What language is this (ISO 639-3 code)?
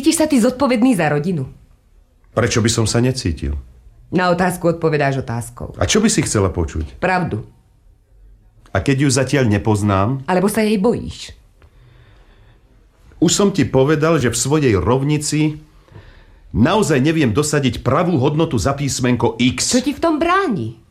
slk